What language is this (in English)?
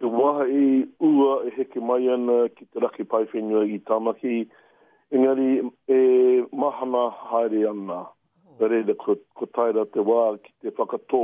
Māori